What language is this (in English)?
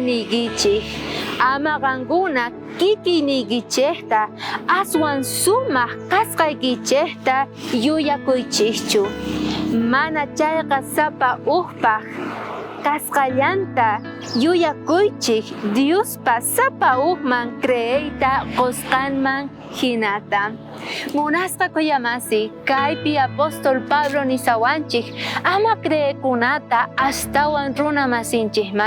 South Bolivian Quechua